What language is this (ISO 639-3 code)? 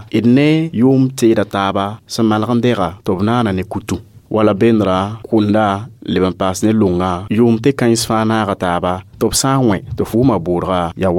mos